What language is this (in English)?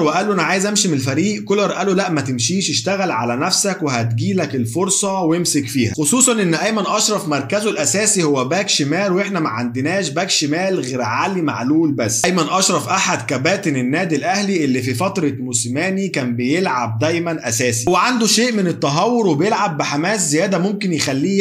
Egyptian Arabic